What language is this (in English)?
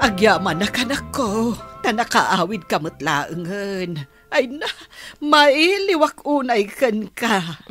Iloko